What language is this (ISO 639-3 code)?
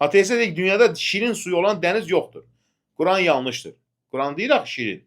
aze